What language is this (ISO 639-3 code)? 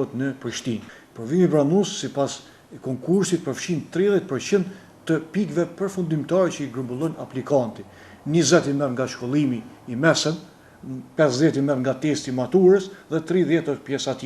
sqi